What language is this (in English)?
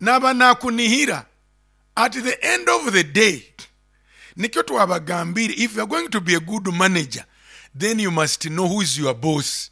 Nyankole